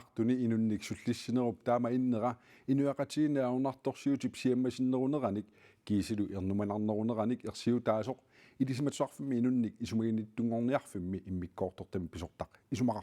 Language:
Kalaallisut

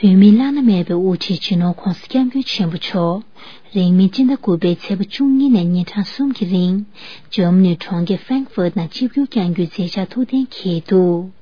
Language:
Tibetan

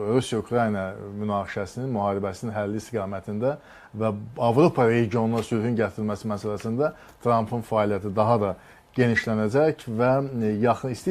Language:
Azerbaijani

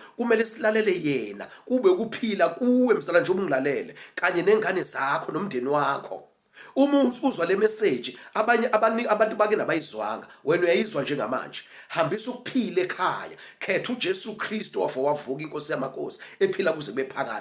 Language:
Zulu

